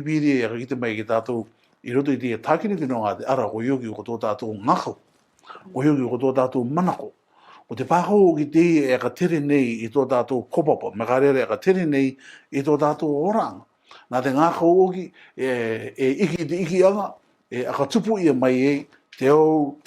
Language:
Rarotongan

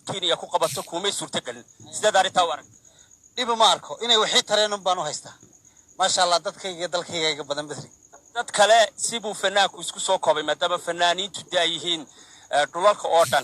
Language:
Somali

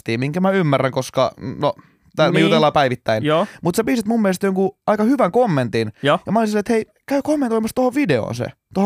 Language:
Finnish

